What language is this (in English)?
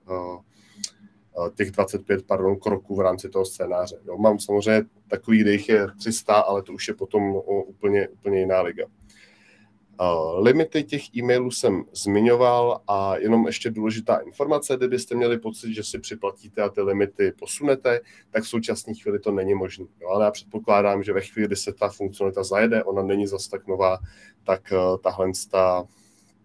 Czech